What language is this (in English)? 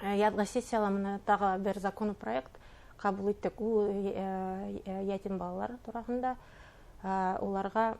Bashkir